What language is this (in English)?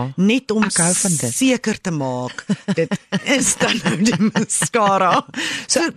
Afrikaans